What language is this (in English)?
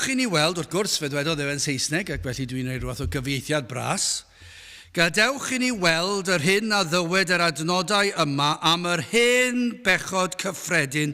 Welsh